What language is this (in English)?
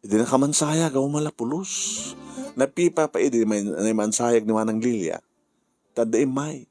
Iloko